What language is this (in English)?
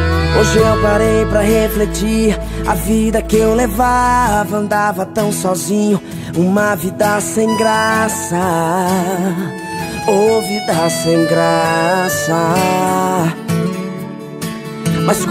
Portuguese